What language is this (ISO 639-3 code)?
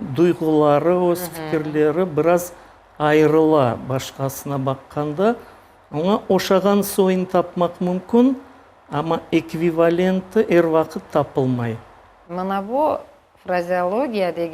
crh